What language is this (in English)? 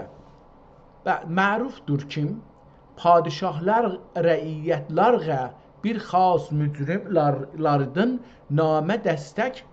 South Azerbaijani